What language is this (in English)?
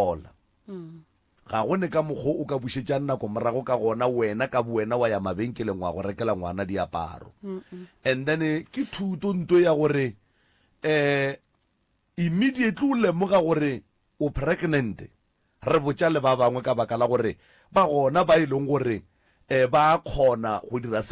Northern Sotho